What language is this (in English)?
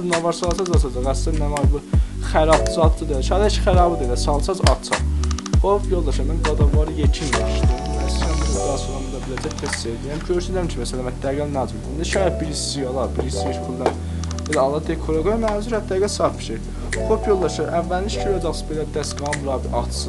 South Azerbaijani